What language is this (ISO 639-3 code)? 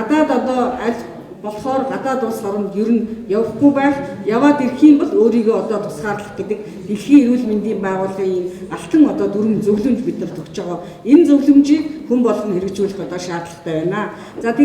mon